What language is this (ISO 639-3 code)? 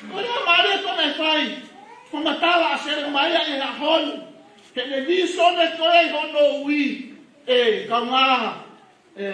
ton